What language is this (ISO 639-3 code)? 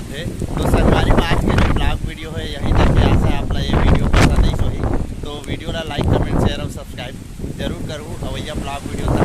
hne